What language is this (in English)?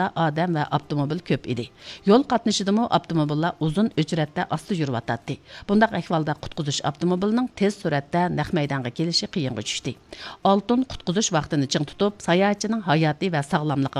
Uyghur